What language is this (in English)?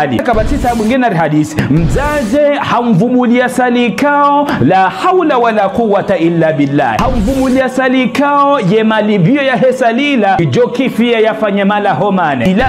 Ngazidja Comorian